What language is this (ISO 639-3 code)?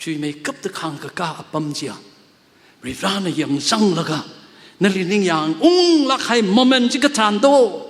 nmf